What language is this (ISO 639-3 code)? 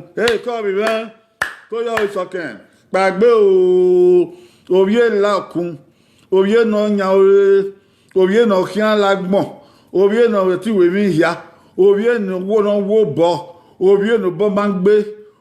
bin